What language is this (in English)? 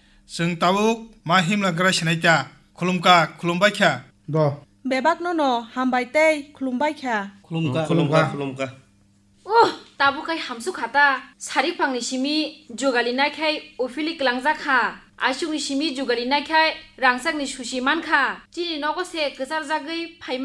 Kok Borok